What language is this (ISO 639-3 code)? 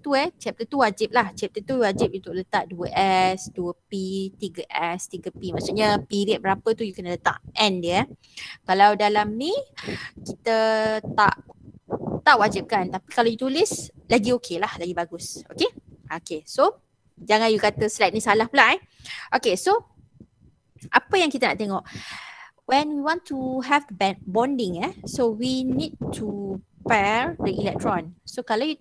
msa